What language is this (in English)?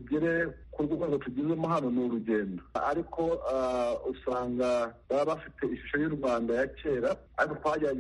Kinyarwanda